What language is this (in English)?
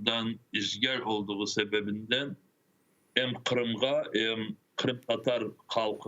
Crimean Tatar